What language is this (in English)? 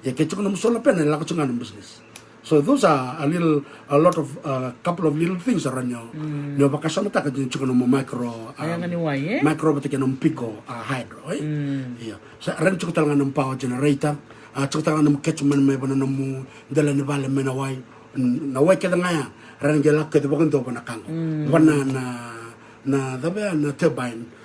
Fijian